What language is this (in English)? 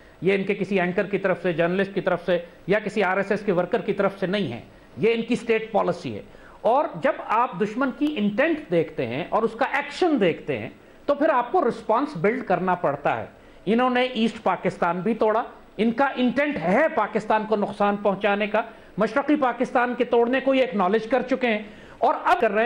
Urdu